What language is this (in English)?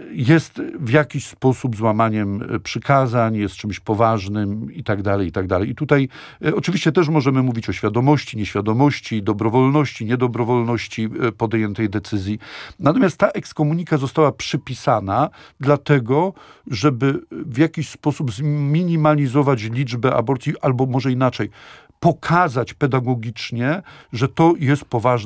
Polish